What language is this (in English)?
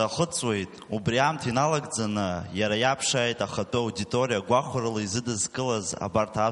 Abkhazian